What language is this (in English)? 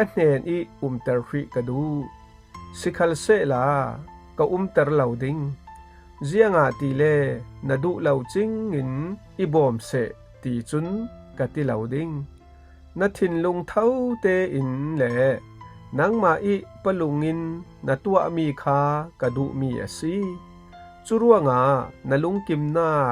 Falam Chin